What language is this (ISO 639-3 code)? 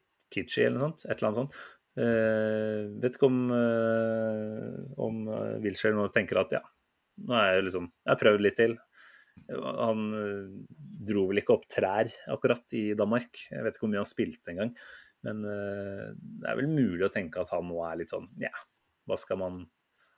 nor